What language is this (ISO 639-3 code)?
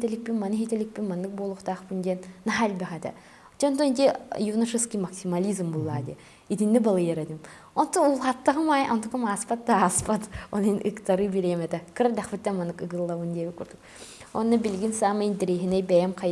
sah